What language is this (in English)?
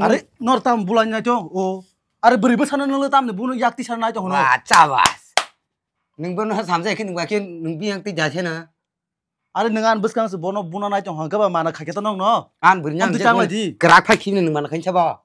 Kok Borok